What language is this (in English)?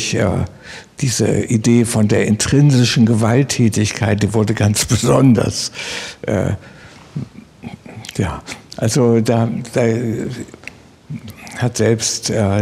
German